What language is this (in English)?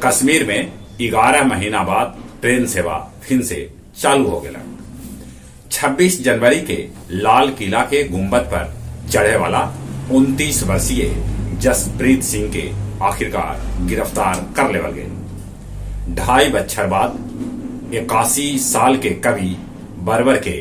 Magahi